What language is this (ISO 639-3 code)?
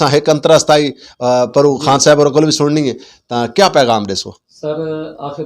skr